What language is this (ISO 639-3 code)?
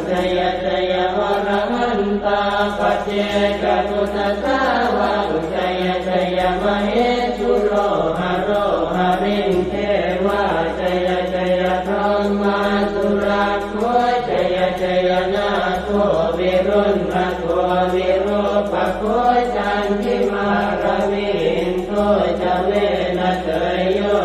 pli